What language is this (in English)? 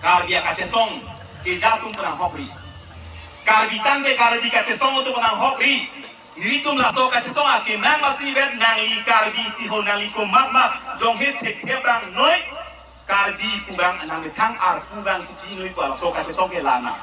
Karbi